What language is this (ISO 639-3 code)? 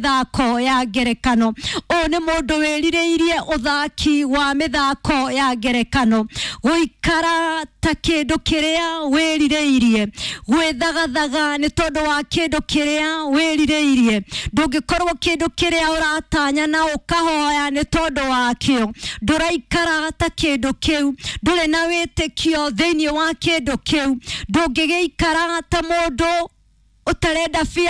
kik